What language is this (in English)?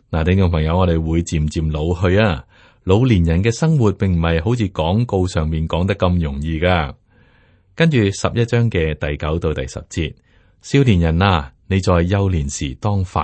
Cantonese